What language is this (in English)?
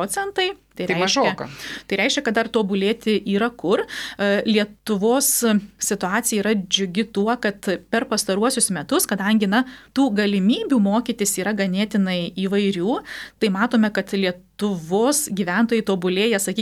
Lithuanian